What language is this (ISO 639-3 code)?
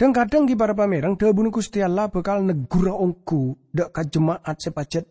mad